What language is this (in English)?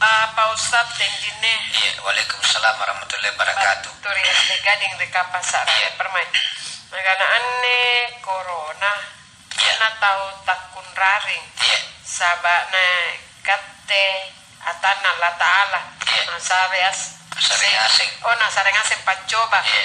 Makasar